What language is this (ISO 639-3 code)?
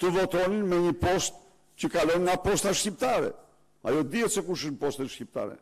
sqi